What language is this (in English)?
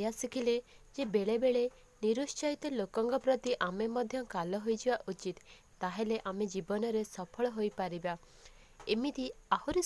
Odia